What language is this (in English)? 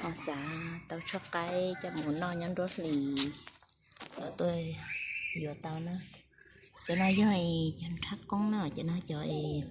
Hmong